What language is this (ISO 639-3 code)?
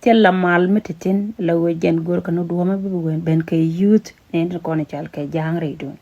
nus